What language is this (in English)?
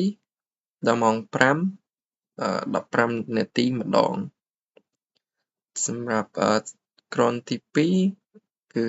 Khmer